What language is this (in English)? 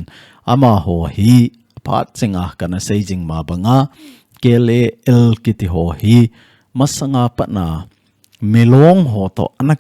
Thado Chin